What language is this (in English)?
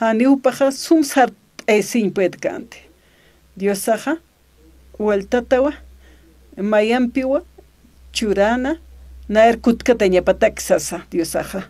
Aymara